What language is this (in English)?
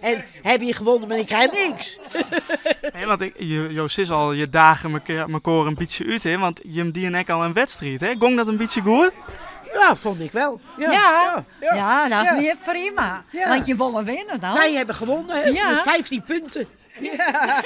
Western Frisian